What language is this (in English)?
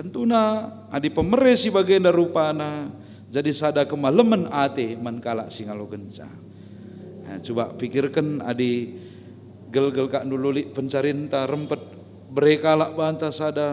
Batak Karo